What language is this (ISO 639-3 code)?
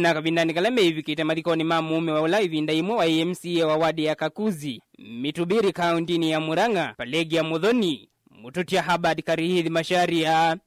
kam